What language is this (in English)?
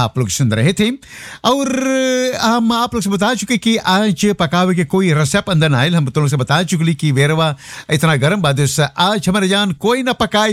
Bhojpuri